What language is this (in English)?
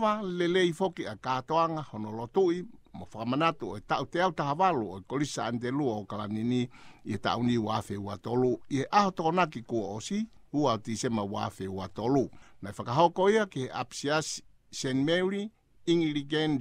Tongan